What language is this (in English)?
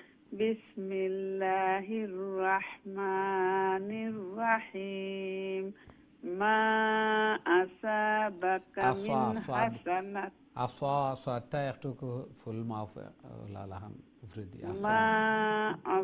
Bangla